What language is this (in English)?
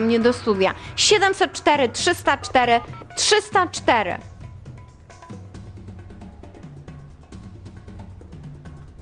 Polish